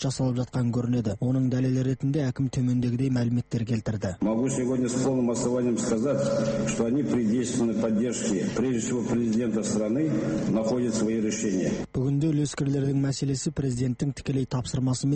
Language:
Kazakh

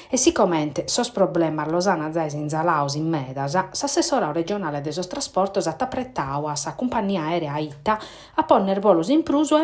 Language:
Sardinian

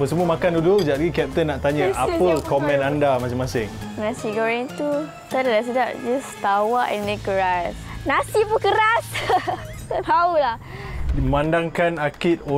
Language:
Malay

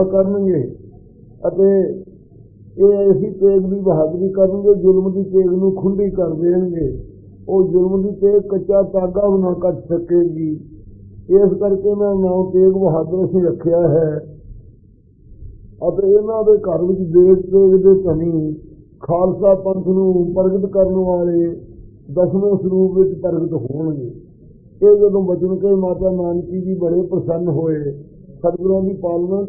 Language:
Punjabi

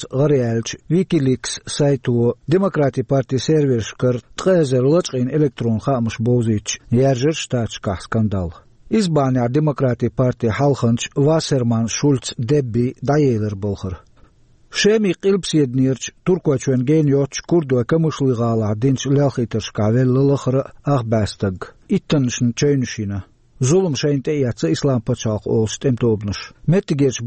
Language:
Chechen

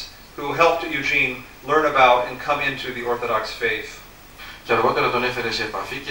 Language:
Greek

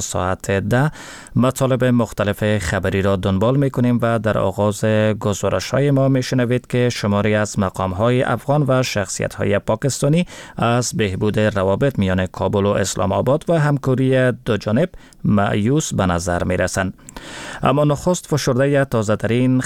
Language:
Persian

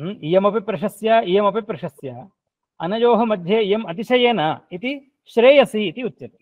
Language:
Sanskrit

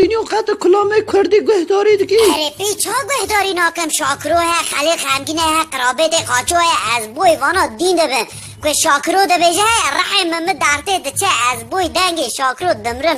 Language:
Kurdish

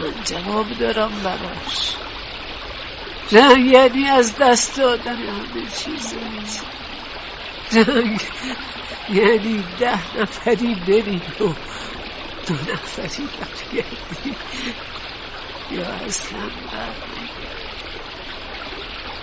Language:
Persian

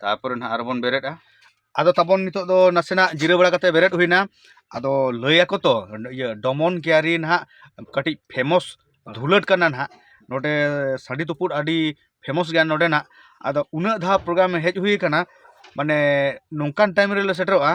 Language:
Santali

